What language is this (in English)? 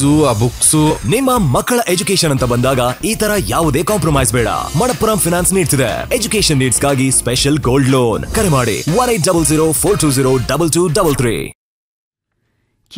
Kannada